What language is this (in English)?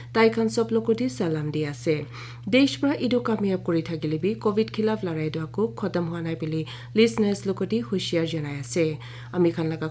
Naga Pidgin